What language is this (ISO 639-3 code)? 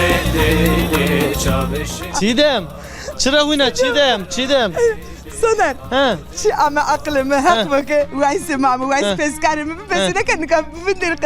zza